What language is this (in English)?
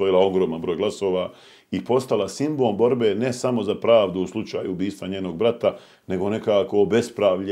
Bosnian